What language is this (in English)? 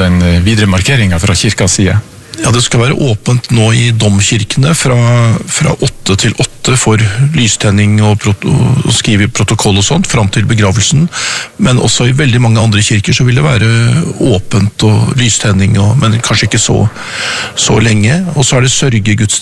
Norwegian